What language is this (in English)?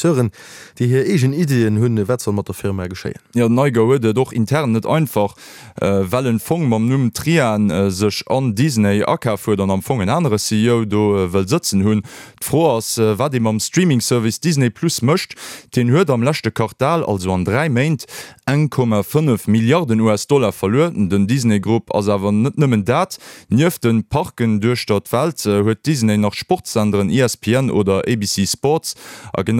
Luxembourgish